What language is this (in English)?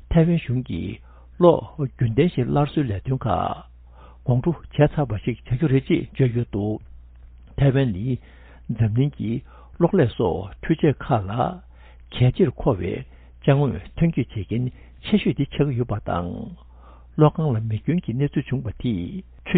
Tibetan